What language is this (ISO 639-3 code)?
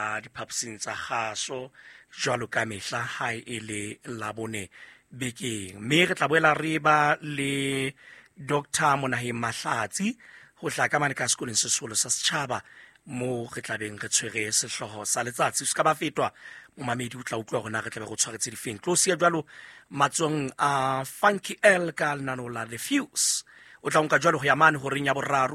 sot